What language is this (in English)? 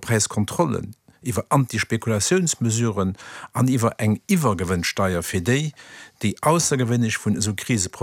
Luxembourgish